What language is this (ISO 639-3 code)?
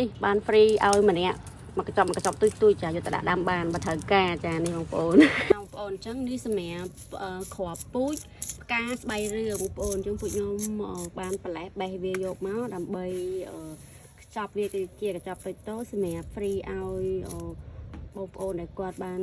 khm